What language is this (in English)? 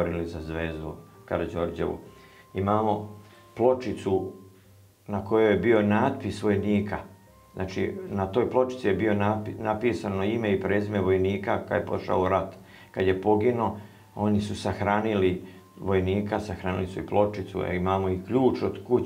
Serbian